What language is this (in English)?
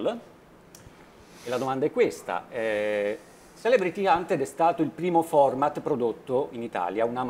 Italian